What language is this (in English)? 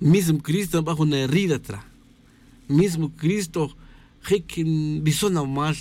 Tz'utujil